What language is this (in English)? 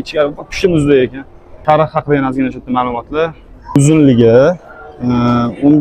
Uzbek